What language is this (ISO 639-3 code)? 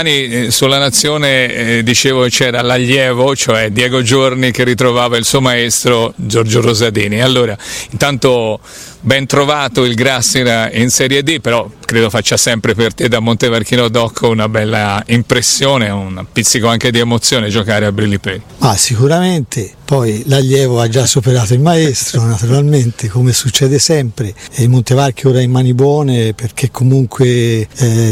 ita